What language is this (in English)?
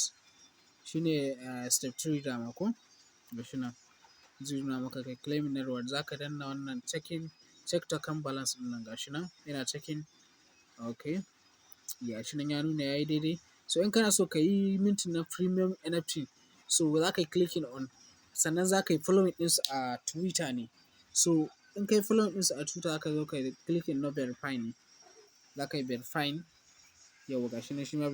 Hausa